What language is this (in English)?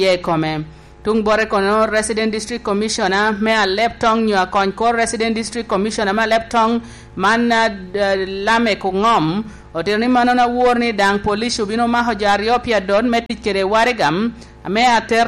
Lango (Uganda)